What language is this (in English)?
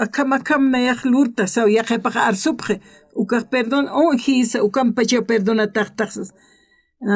Aymara